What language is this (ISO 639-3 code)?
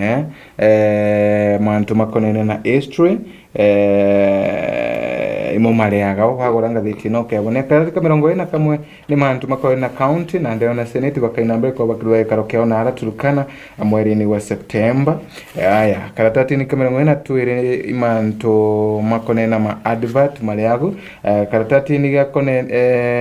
mer